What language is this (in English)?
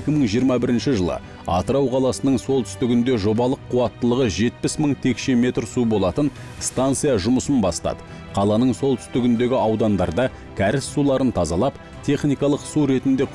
Kazakh